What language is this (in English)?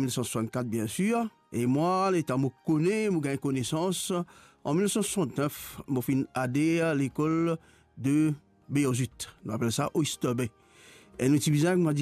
Morisyen